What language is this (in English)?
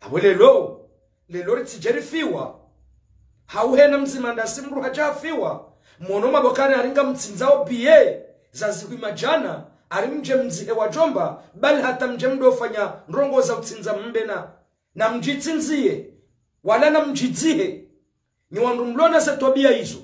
Ngazidja Comorian